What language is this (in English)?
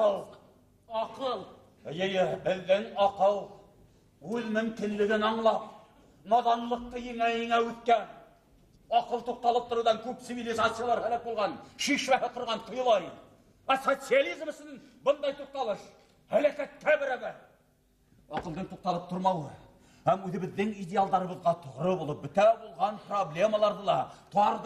Bashkir